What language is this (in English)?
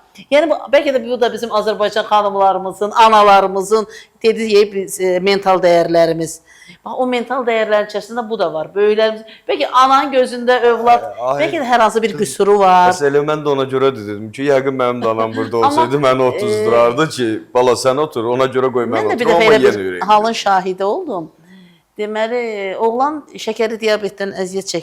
Azerbaijani